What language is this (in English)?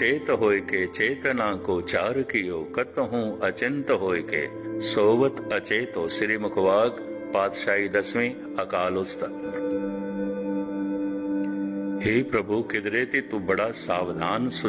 Punjabi